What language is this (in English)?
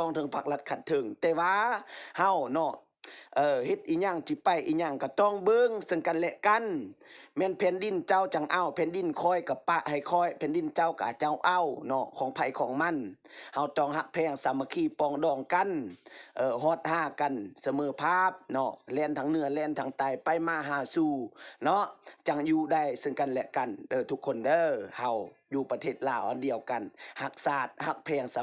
Lao